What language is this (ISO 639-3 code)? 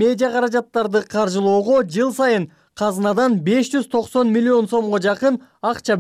kir